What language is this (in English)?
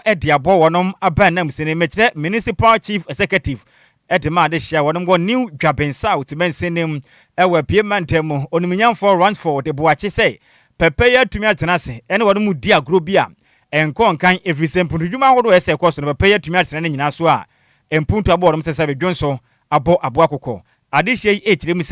Akan